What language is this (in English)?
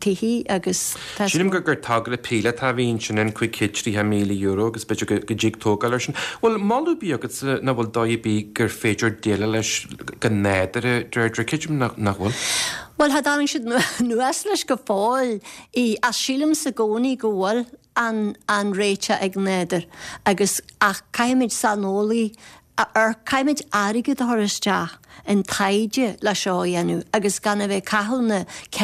Irish